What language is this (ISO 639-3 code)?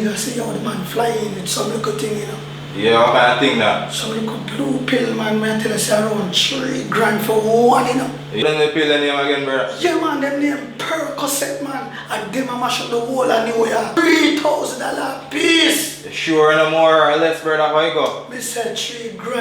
jam